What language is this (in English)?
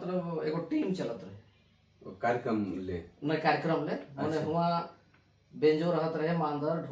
Sadri